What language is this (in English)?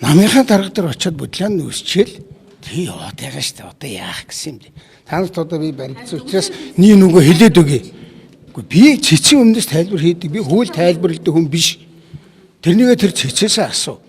Mongolian